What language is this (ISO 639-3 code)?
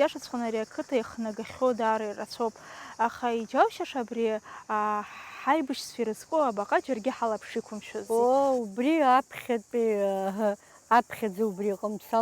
abk